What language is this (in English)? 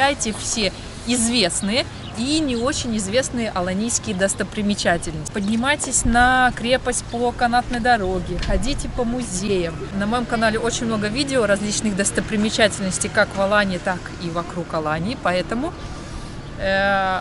Russian